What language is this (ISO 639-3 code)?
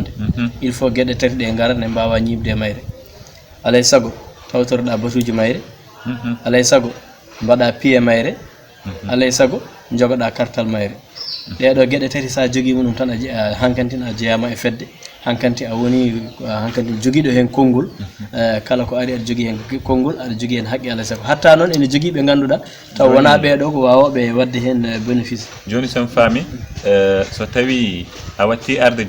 ful